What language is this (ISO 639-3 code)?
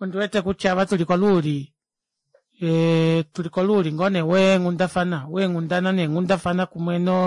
kua